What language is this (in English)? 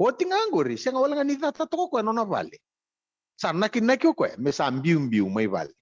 Fijian